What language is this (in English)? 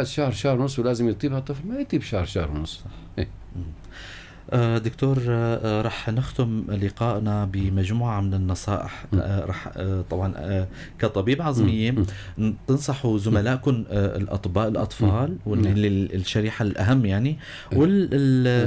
North Levantine Arabic